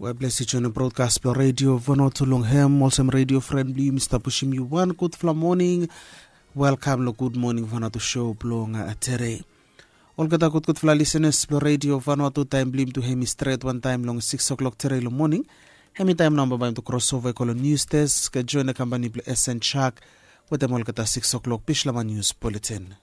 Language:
Bislama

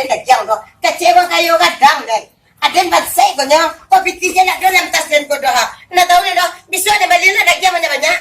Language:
Minangkabau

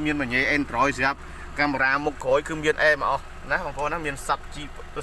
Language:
Khmer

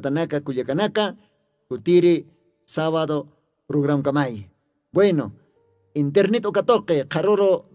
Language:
Aymara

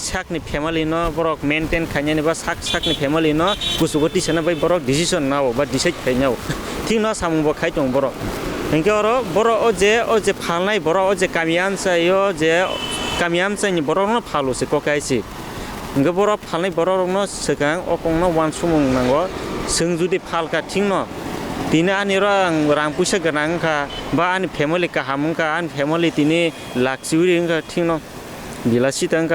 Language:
Kok Borok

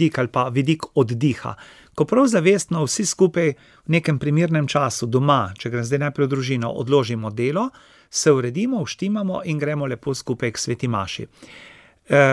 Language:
Slovenian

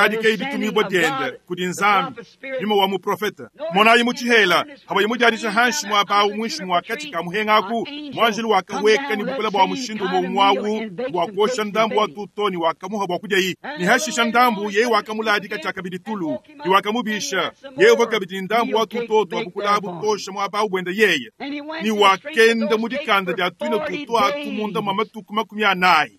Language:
Luba-Lulua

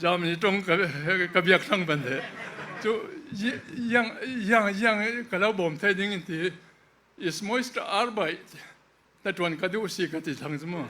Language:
Falam Chin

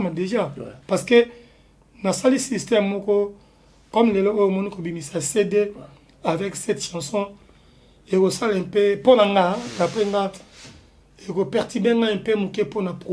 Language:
Lingala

